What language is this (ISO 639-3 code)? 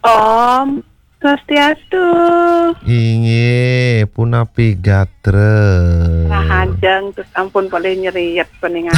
ban